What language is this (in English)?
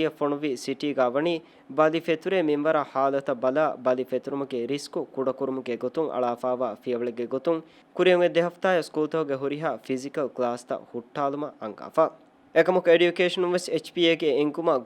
Divehi